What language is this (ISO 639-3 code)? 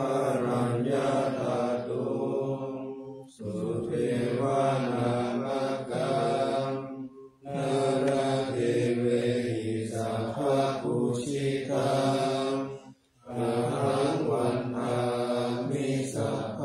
pli